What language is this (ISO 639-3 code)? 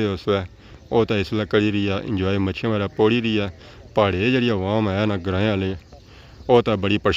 phr